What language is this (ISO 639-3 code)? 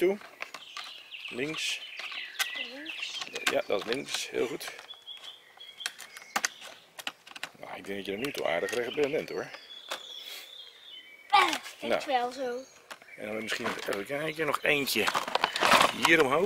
nld